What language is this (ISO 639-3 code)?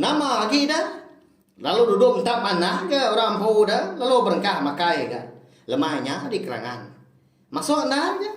iba